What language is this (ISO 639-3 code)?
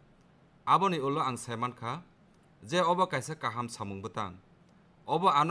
trp